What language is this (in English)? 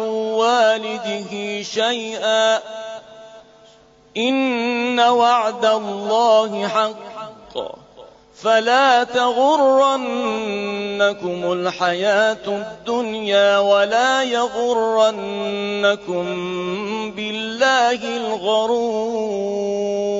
Arabic